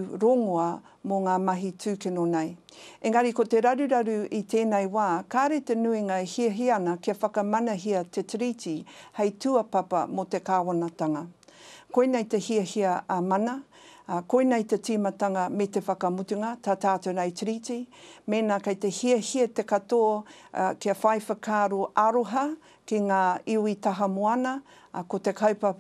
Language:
Māori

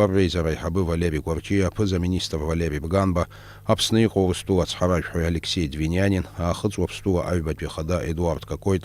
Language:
Abkhazian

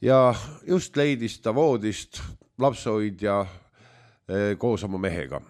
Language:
Estonian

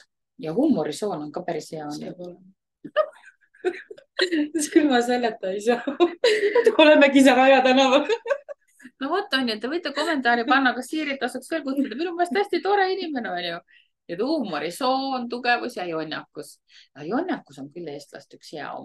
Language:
Estonian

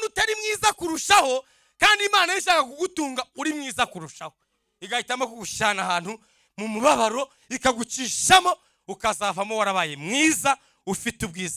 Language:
Rundi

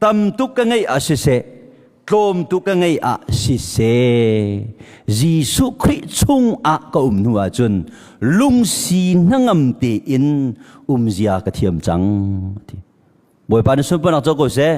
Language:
Hakha Chin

